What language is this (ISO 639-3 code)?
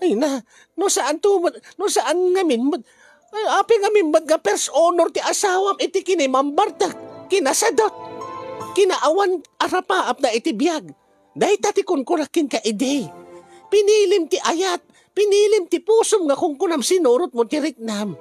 ilo